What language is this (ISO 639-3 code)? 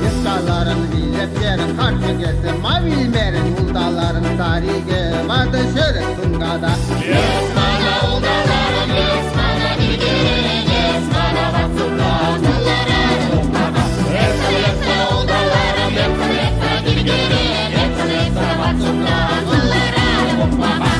chv